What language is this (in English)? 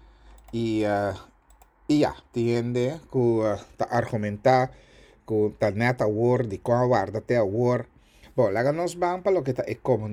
Papiamento